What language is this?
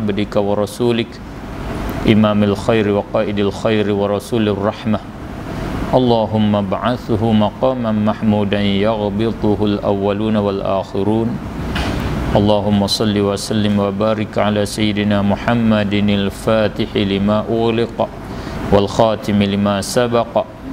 Malay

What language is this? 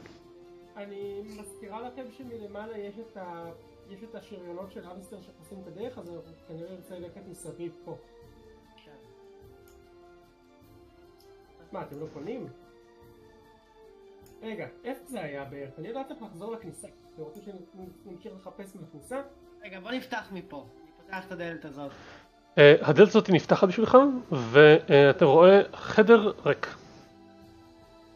Hebrew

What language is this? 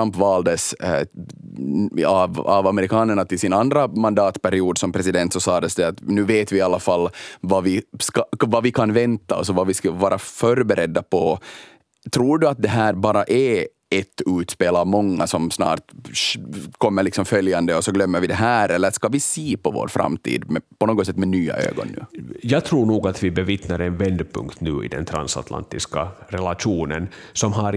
Swedish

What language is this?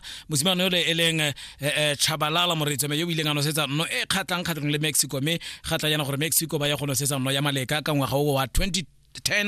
Tswana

